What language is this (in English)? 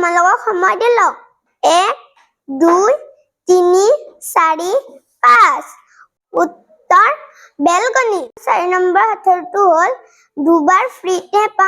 Assamese